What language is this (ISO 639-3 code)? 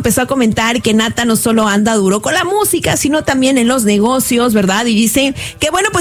spa